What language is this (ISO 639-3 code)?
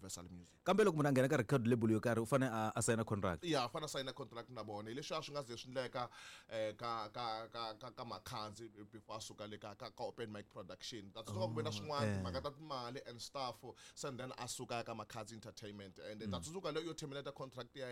tso